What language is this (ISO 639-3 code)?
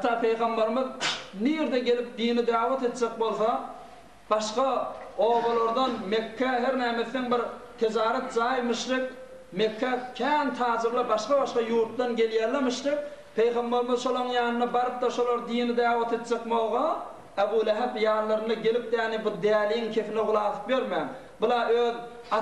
tuk